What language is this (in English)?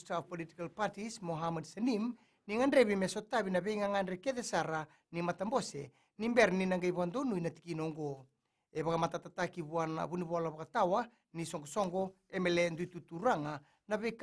Fijian